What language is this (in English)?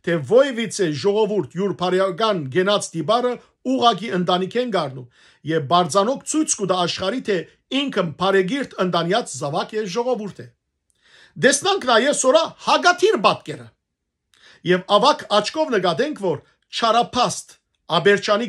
Western Armenian